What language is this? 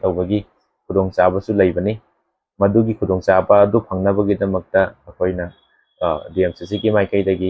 Manipuri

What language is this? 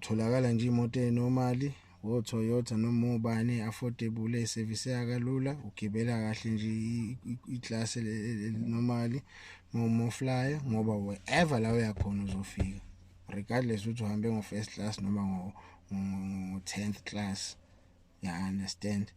Zulu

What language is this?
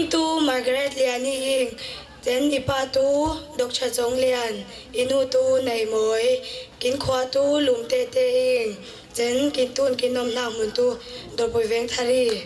Falam Chin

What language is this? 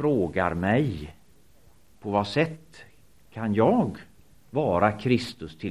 Swedish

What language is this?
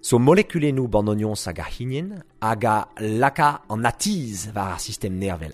Breton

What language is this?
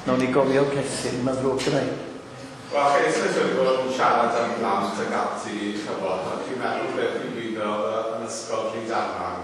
Welsh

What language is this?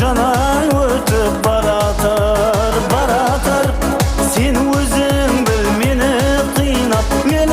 Kara-Kalpak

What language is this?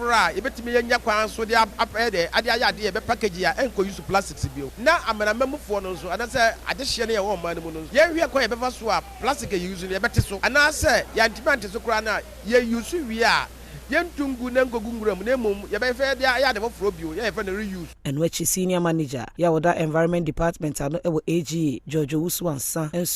Akan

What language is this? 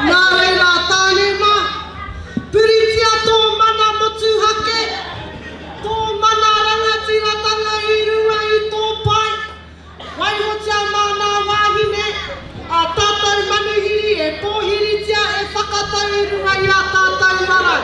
Māori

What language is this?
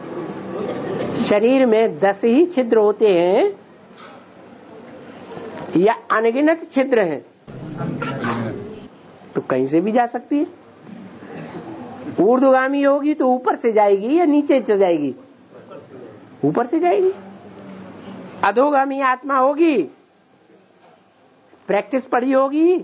Hindi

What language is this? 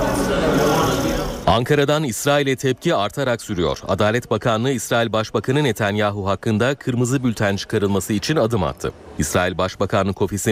Turkish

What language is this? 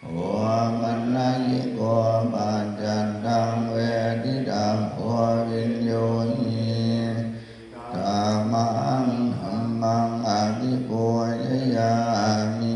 Pali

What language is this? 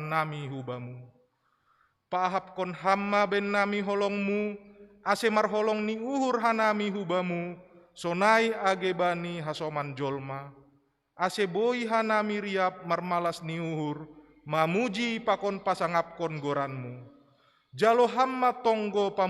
Batak Simalungun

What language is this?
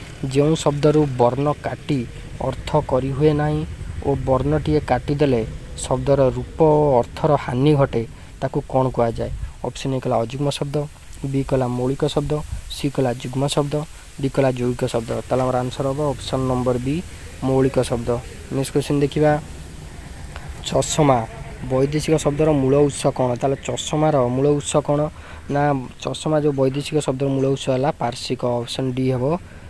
Odia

